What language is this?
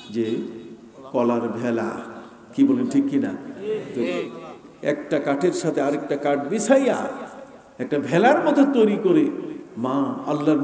Bangla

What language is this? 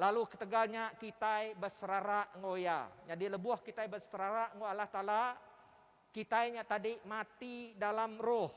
Iban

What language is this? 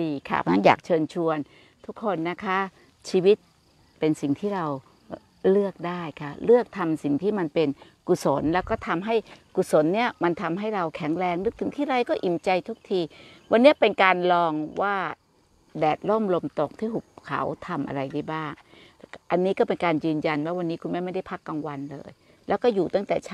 Thai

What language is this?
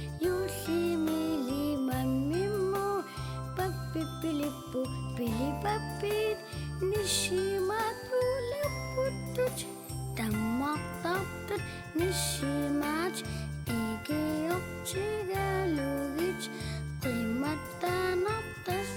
Kalaallisut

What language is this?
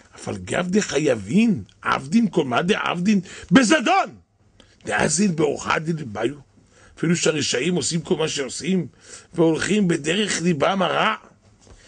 Hebrew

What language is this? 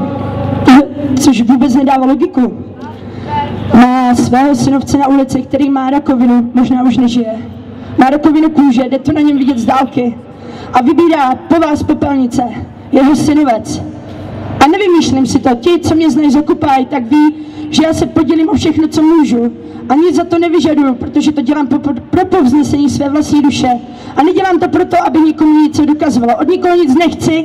Czech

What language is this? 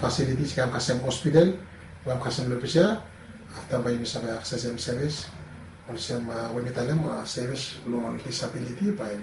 Bislama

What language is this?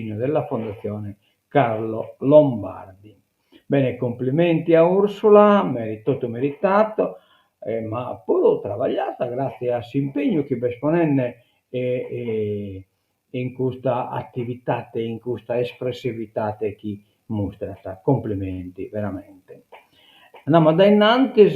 Sardinian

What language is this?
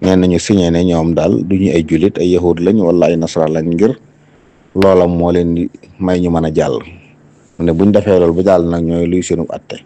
Wolof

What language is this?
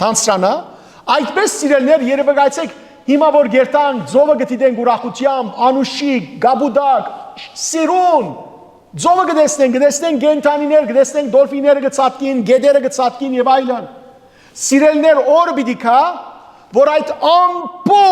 Western Armenian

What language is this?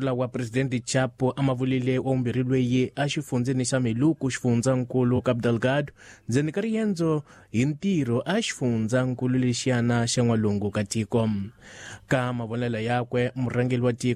Tsonga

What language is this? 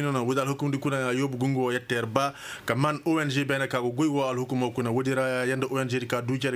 Koyraboro Senni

